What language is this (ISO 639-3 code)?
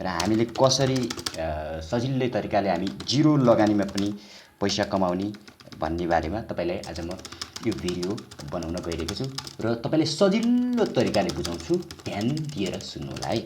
nep